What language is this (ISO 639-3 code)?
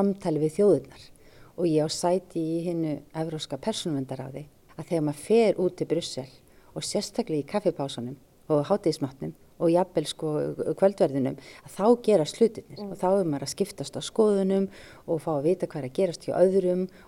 isl